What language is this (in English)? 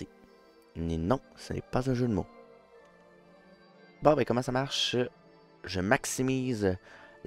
French